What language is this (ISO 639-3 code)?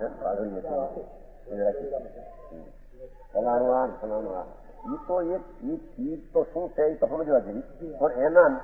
guj